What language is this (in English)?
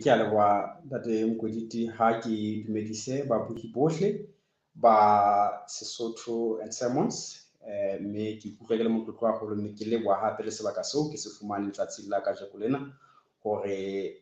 Southern Sotho